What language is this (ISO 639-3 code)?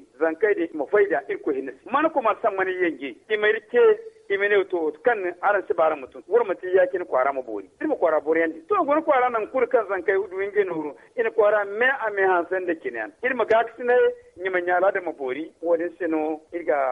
dje